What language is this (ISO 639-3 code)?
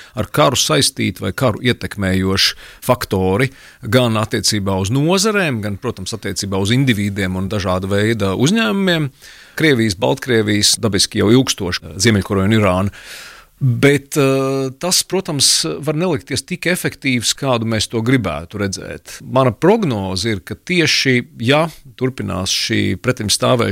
lav